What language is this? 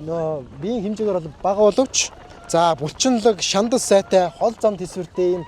Mongolian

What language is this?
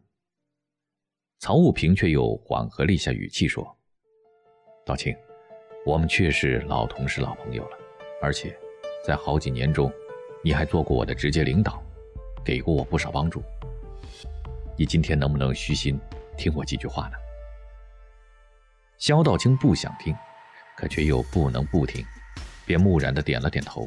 Chinese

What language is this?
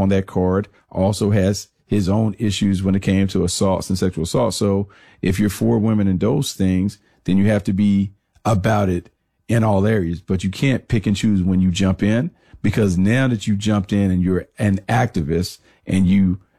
English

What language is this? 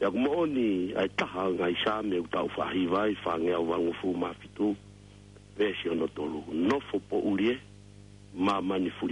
Tongan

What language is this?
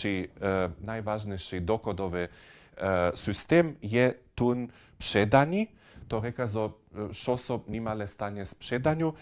Upper Sorbian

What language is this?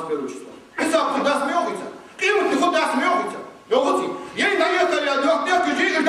Ingush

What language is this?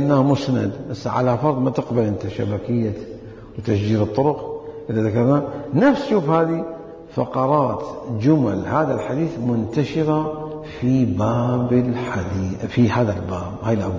Mesopotamian Arabic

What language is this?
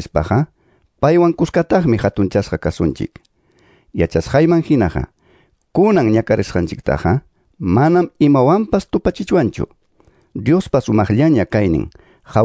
Ayacucho Quechua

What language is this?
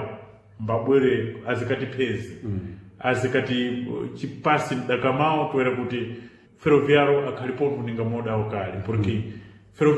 Sena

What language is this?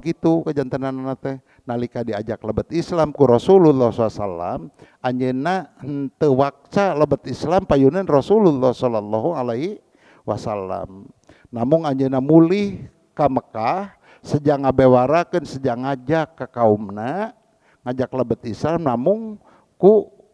Sundanese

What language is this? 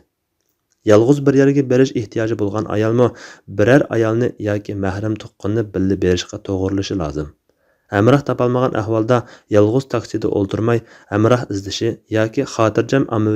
Uyghur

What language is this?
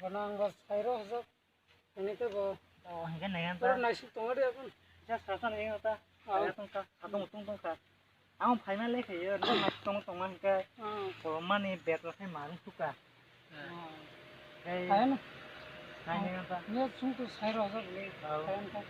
Kok Borok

